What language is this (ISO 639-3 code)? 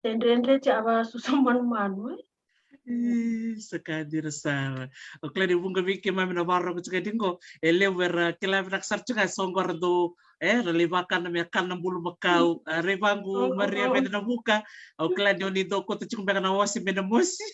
fij